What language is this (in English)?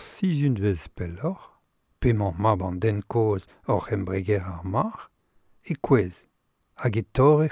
Breton